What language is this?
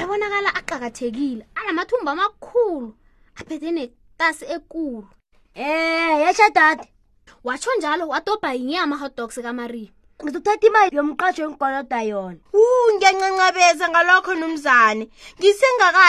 South Ndebele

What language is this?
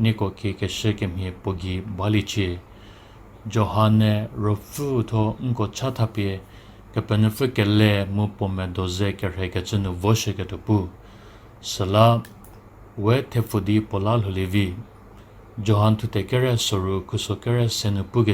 Angami Naga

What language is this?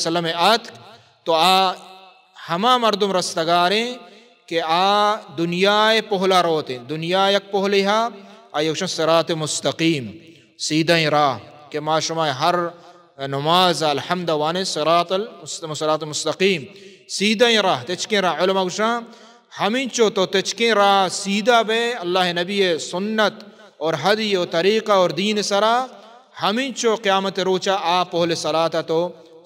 Baluchi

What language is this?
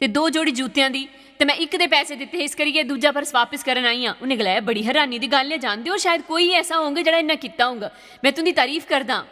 Dogri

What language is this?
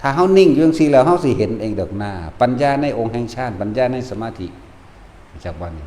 Northeastern Thai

